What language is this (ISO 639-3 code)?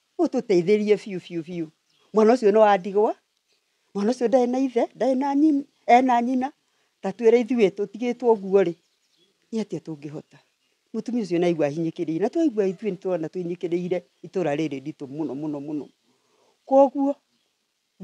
kik